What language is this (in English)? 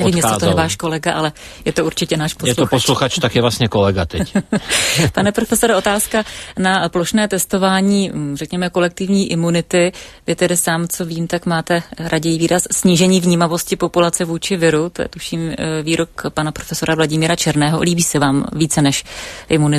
Czech